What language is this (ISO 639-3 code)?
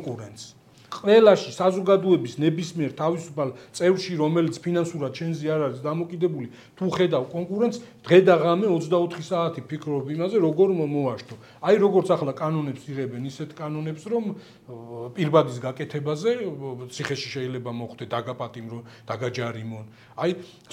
kat